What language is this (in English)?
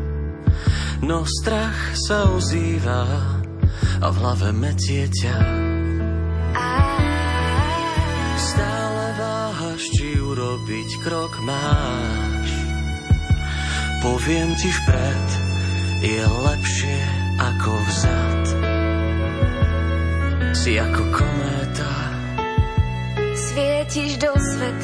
Slovak